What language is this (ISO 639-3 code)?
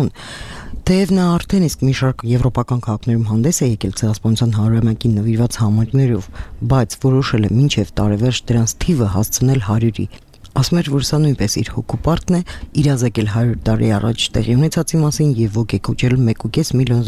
hye